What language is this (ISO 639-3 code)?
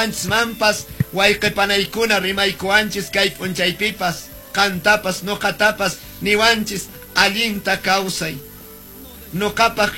que